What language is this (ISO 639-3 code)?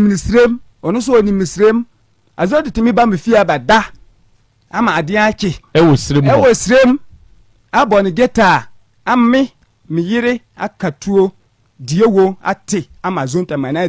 aka